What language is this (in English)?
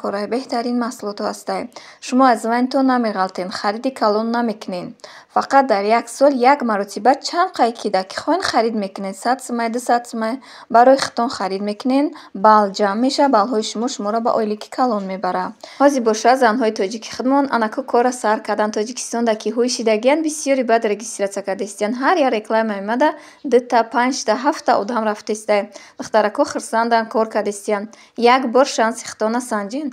Tajik